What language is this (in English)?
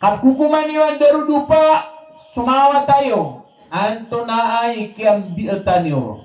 Maranao